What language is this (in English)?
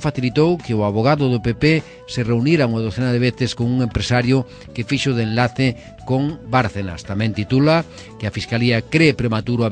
Galician